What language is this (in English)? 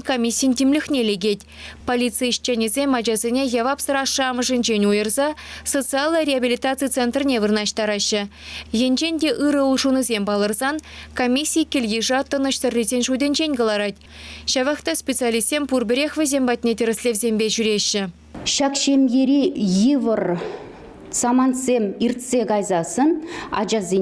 Chuvash